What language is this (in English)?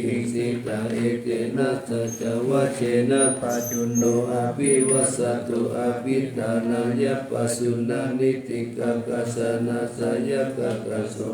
Pali